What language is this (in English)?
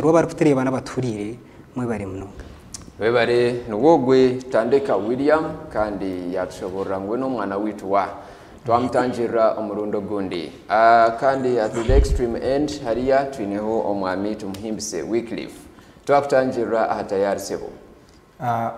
Nyankole